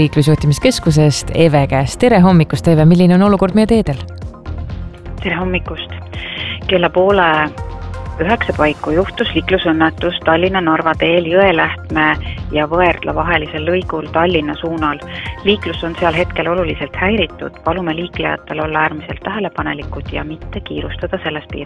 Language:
Estonian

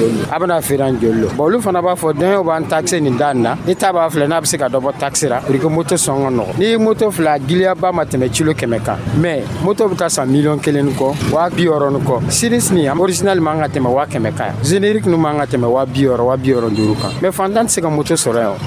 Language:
Dyula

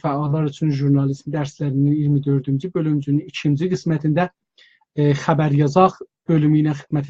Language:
South Azerbaijani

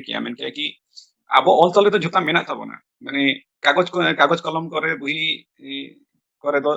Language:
Santali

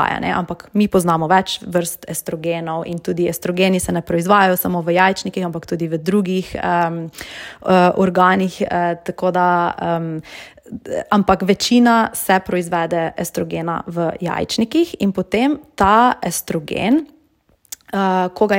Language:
Slovenian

